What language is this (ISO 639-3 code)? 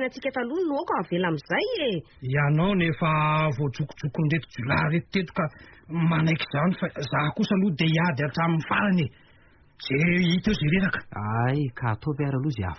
mlg